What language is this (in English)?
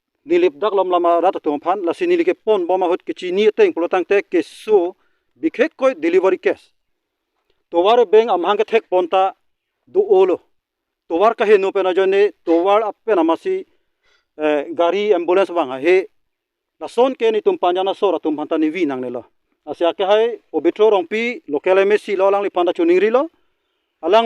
Karbi